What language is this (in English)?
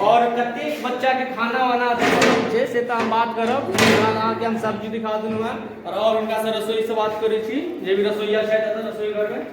Maithili